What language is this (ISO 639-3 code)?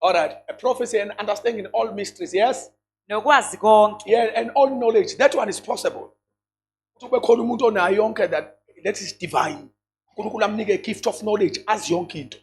zul